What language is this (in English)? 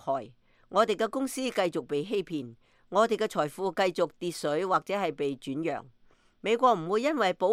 Cantonese